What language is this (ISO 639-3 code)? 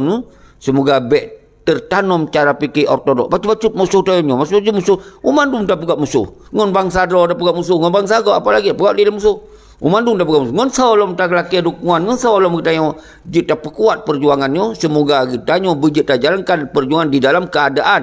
ace